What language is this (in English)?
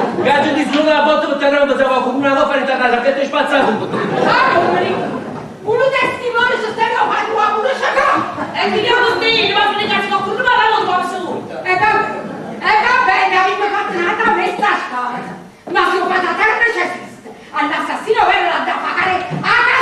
Neapolitan